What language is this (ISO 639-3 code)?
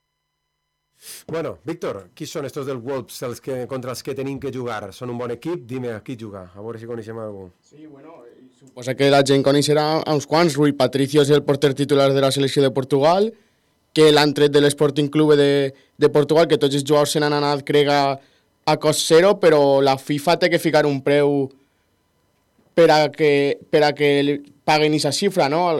cat